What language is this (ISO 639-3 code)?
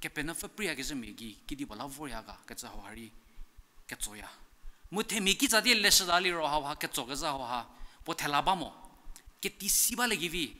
njm